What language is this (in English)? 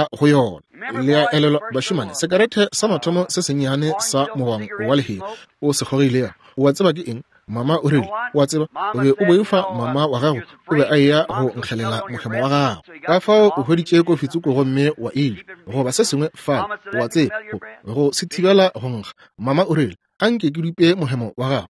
Northern Sotho